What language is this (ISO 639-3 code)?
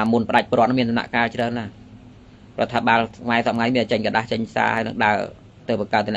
khm